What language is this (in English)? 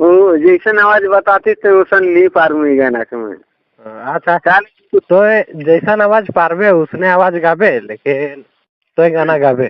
Sadri